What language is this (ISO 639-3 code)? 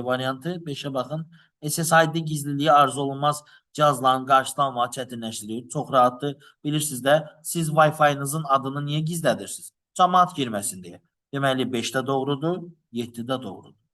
aze